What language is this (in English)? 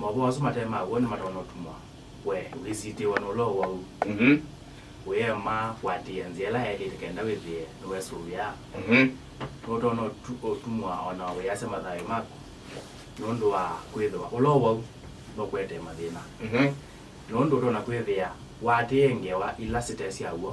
Kamba